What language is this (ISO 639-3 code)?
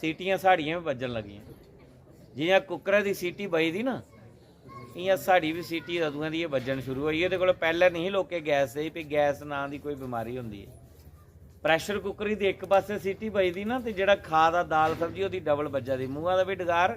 doi